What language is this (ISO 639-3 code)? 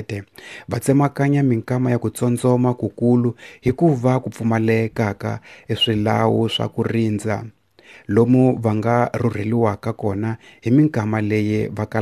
tso